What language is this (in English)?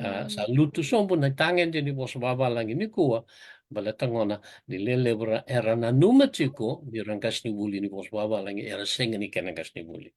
Fijian